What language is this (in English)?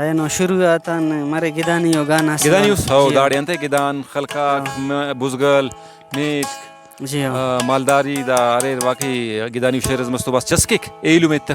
Brahui